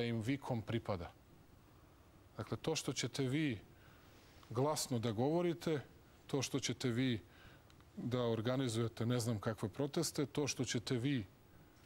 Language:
Serbian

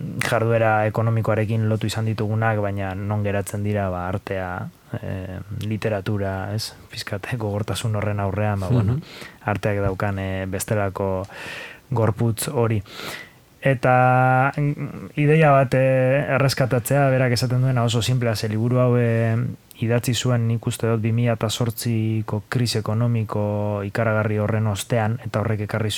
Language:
Basque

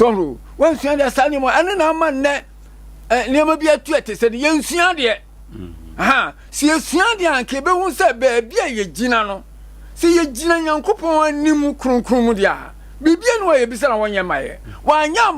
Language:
Akan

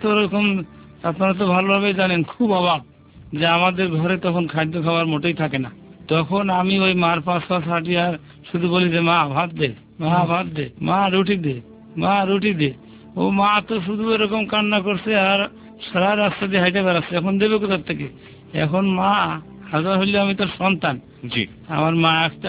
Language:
Bangla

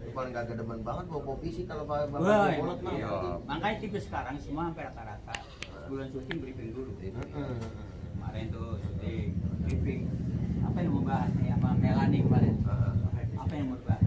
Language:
Betawi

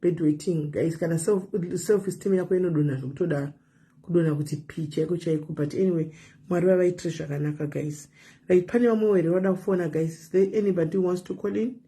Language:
Shona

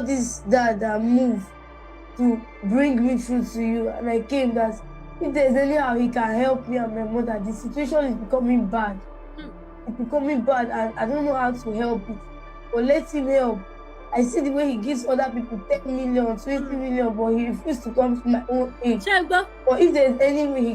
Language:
Yoruba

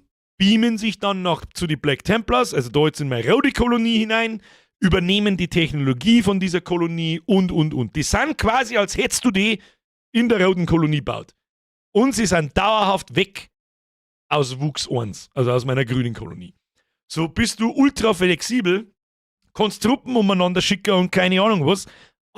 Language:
Bavarian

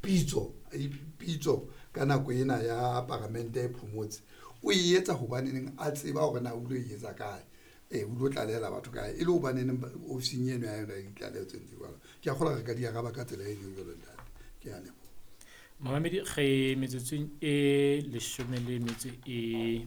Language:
Southern Sotho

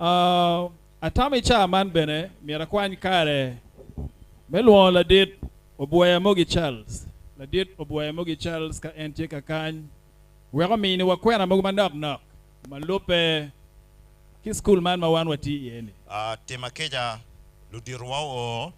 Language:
Acoli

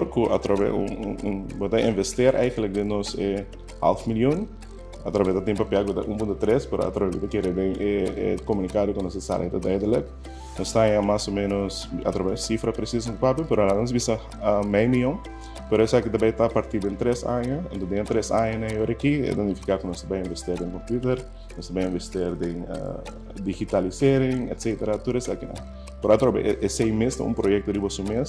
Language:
Papiamento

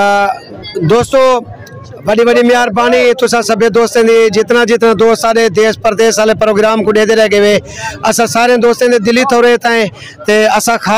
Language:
Saraiki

